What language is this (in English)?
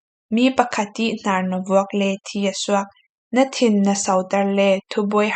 Falam Chin